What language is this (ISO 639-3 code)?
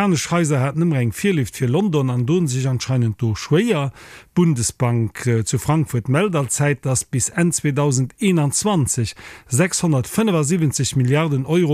ltz